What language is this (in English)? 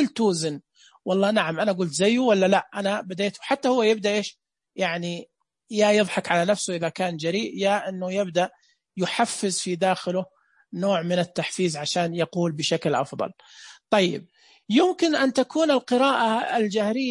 Najdi Arabic